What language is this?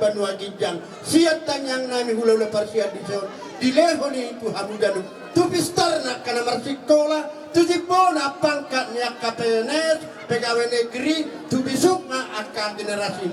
Batak Toba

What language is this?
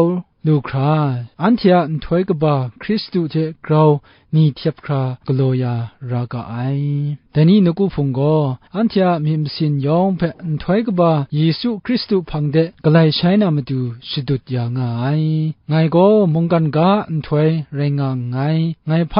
Kachin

